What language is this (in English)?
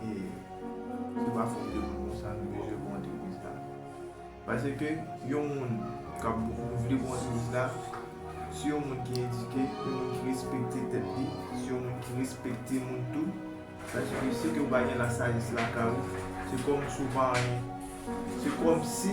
Haitian Creole